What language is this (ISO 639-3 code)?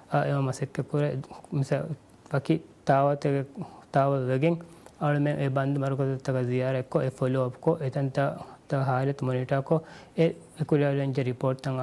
div